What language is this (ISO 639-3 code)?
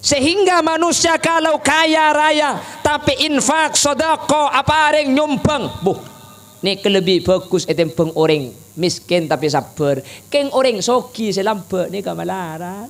mad